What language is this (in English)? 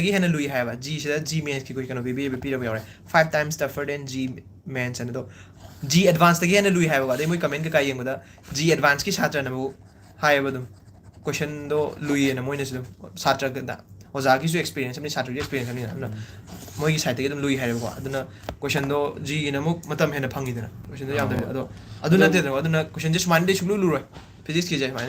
Manipuri